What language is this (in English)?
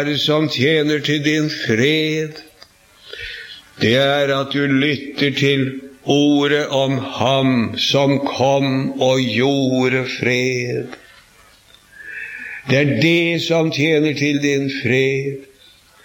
Norwegian